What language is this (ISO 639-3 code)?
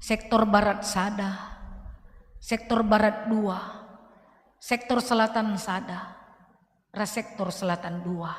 btx